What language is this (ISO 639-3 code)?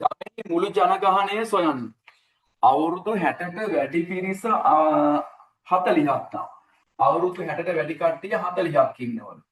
sin